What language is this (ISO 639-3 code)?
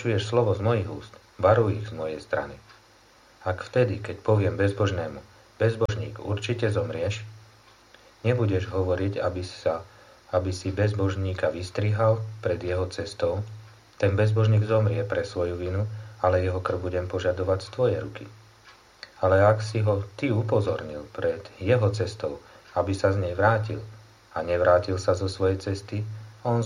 slk